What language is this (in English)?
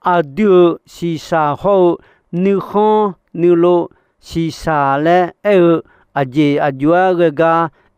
Akha